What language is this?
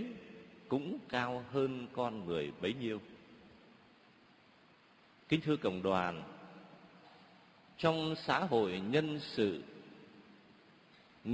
Vietnamese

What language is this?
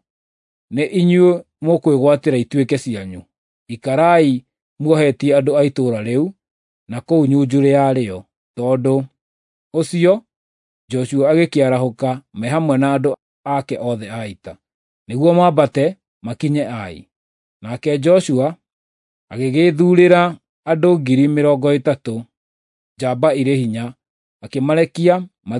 Kikuyu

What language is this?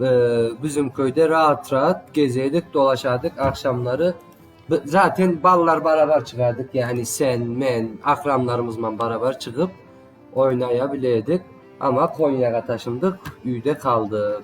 Crimean Tatar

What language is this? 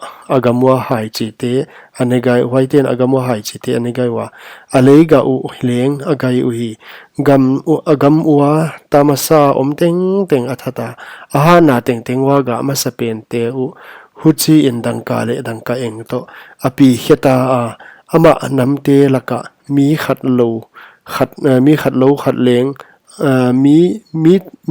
Paite Chin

